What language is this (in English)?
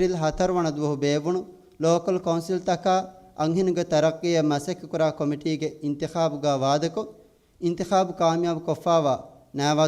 Divehi